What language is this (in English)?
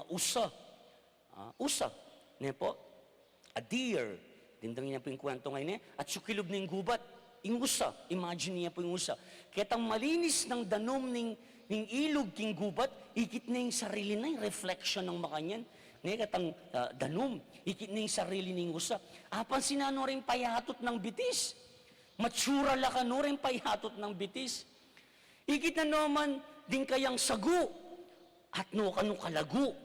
Pampanga